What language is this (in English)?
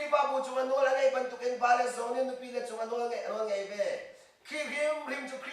Hakha Chin